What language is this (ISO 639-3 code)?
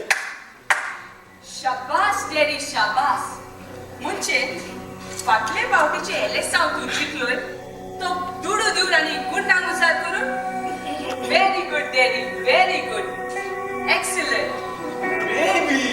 kok